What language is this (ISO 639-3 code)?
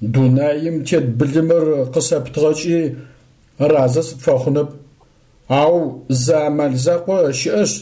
ady